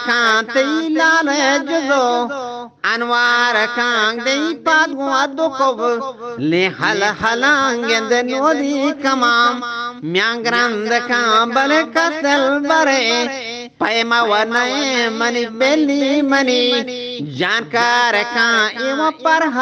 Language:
Eastern Balochi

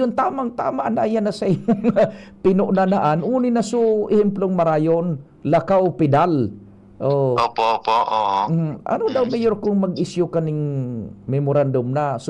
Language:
Bikol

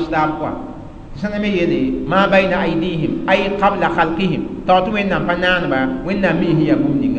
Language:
Mossi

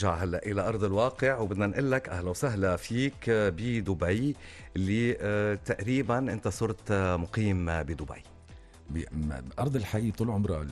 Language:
North Levantine Arabic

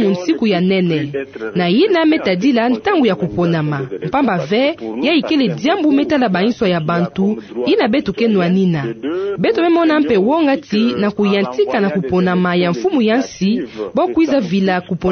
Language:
Kituba (Democratic Republic of Congo)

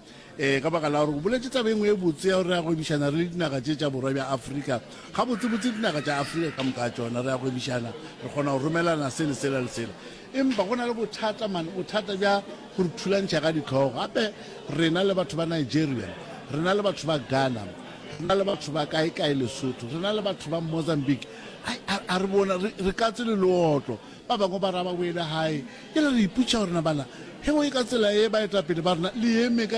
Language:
Northern Sotho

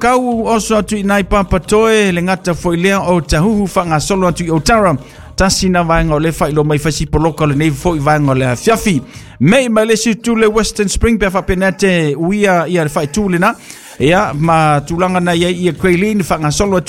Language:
Samoan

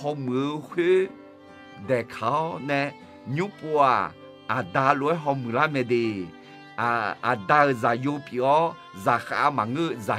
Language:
Akha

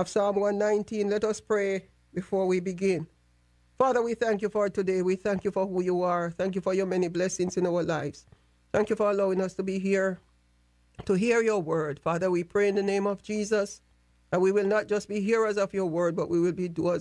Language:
English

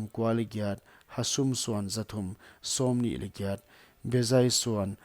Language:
Paite Chin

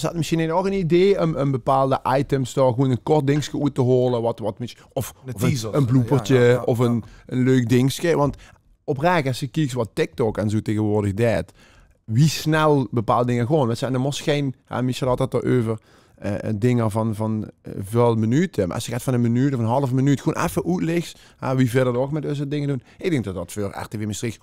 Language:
Limburgish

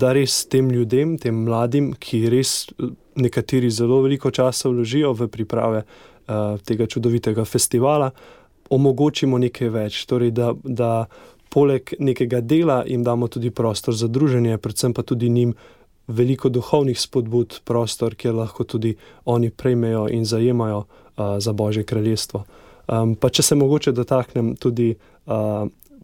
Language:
Slovenian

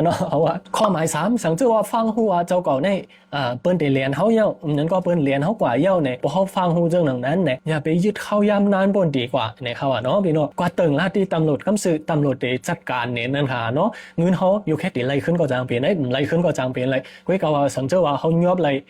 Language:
Shan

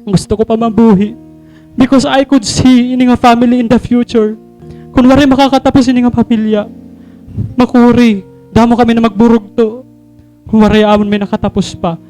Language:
Waray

